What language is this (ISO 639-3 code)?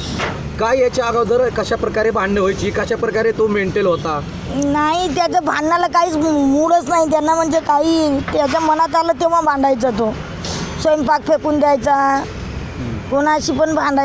mar